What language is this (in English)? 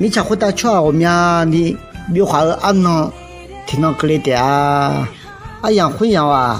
Akha